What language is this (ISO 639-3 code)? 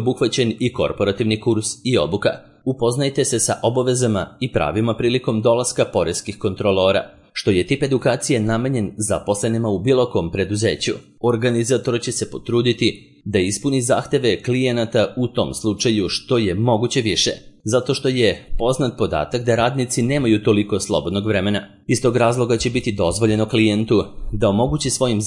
srp